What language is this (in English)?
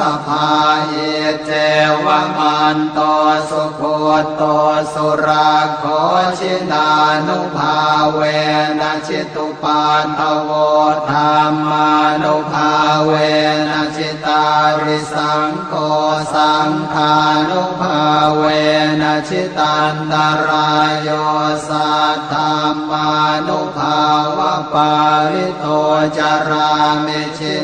Pali